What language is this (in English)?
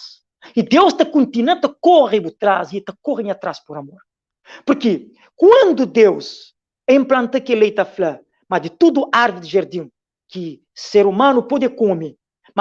Kabuverdianu